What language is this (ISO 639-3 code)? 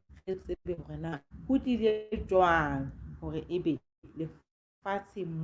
sot